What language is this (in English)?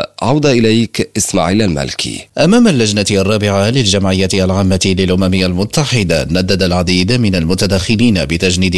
Arabic